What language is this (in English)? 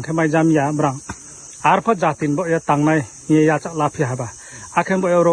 Riang (India)